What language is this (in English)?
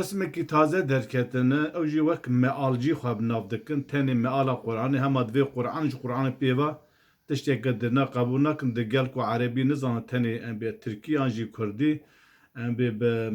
Kurdish